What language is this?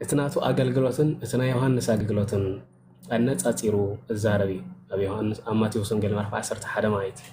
Tigrinya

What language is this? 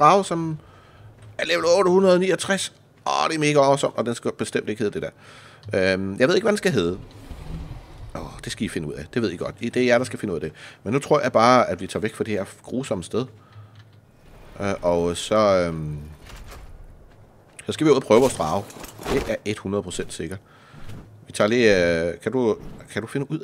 Danish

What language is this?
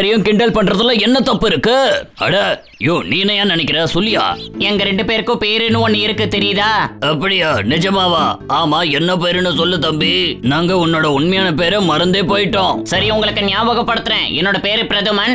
Tamil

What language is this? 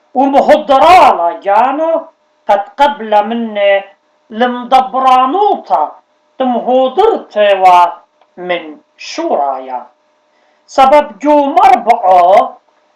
Assyrian Neo-Aramaic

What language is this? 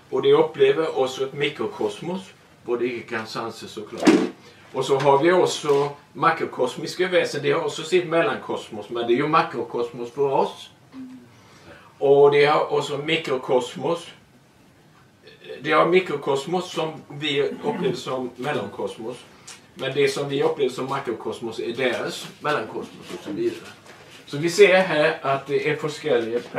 Swedish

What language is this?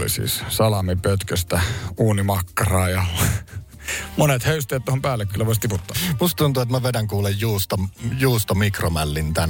Finnish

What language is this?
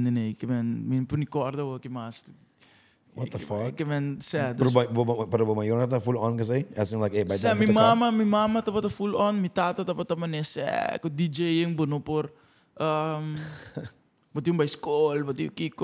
Papiamento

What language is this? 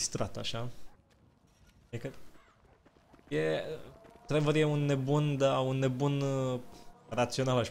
Romanian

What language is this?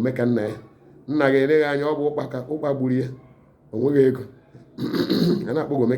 Igbo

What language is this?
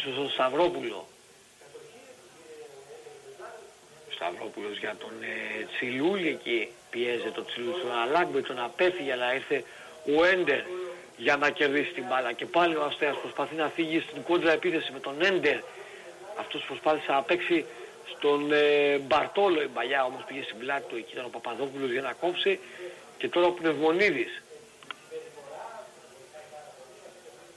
Greek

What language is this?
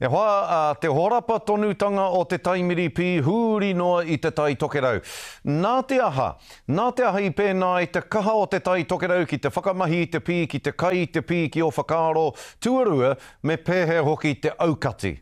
Māori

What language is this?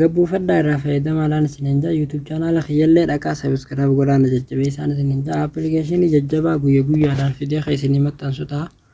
Oromo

